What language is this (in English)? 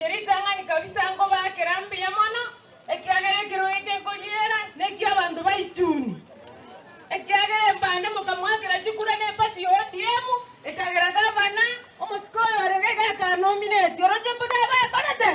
Gusii